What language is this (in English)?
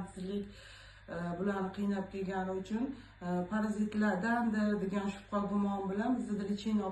Uzbek